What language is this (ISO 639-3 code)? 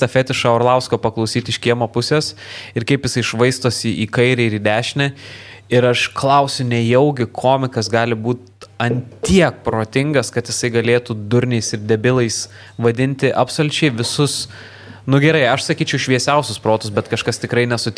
lit